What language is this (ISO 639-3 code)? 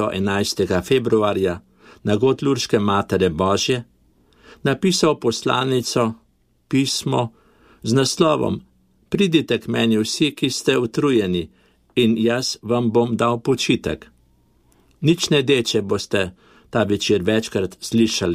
slv